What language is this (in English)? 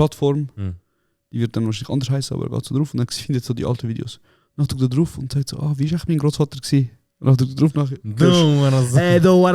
Swiss German